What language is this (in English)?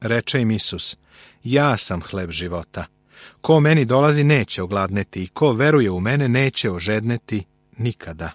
Serbian